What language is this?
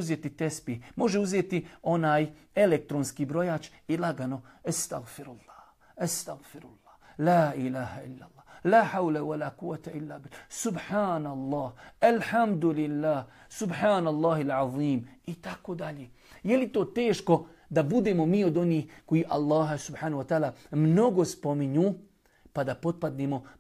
Bosnian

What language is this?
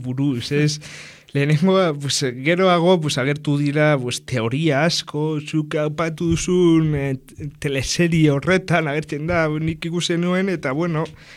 Basque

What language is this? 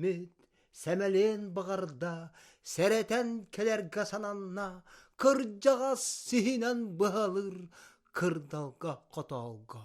Yakut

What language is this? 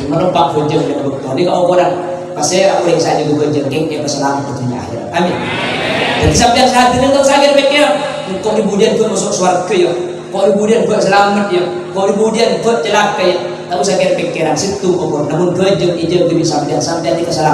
Madurese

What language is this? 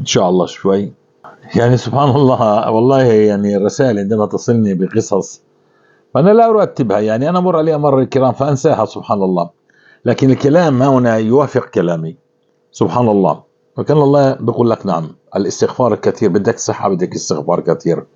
North Levantine Arabic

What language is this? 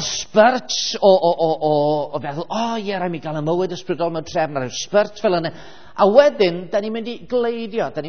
Welsh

